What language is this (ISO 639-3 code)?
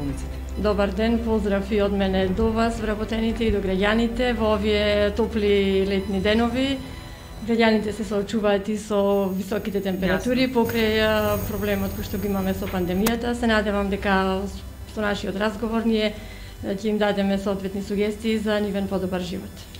mkd